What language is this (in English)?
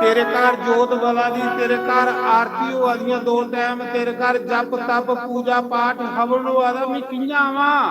Dogri